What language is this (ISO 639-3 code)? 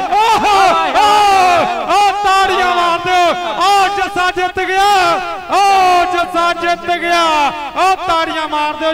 pan